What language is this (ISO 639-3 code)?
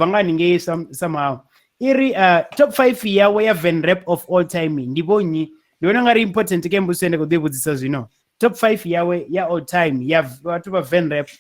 ven